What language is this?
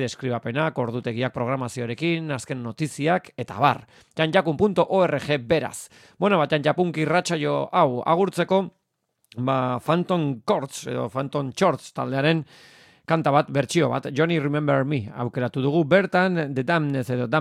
Basque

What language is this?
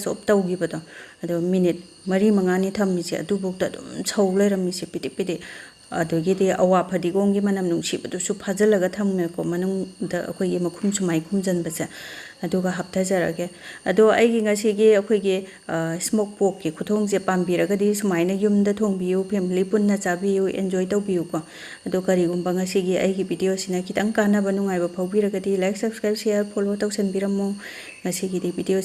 Manipuri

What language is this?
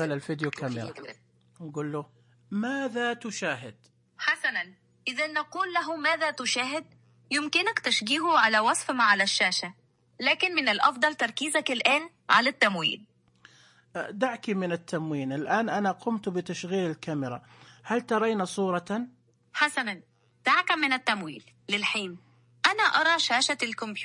Najdi Arabic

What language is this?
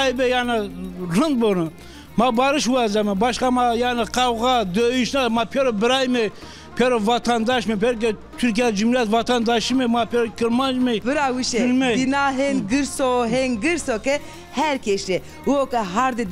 Zaza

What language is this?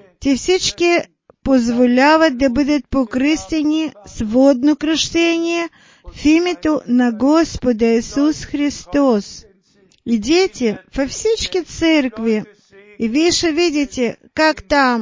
Bulgarian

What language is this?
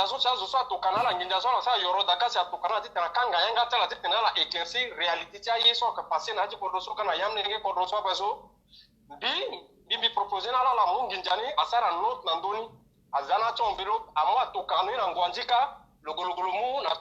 Sango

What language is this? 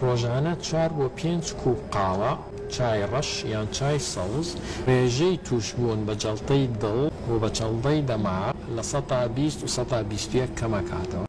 Central Kurdish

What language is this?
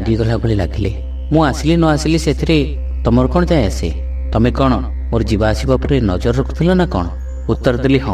Odia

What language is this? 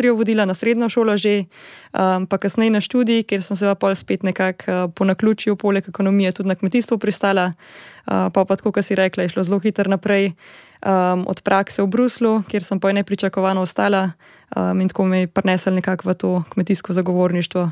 Slovenian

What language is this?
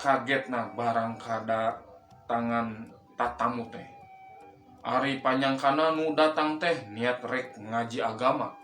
Sundanese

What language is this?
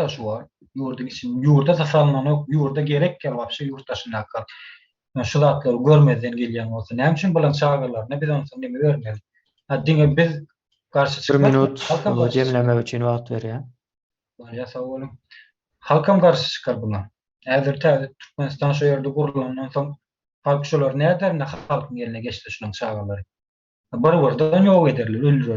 Turkmen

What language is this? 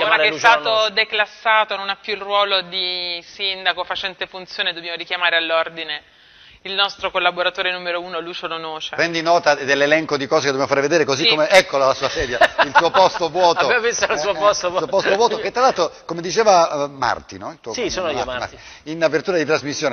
Italian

